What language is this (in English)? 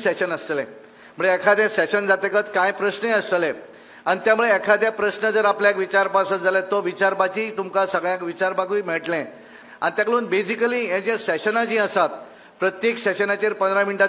Konkani